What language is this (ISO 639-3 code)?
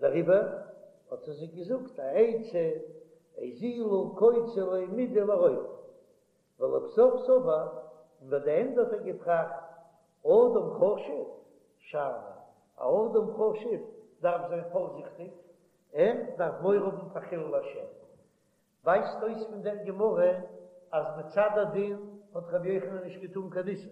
yid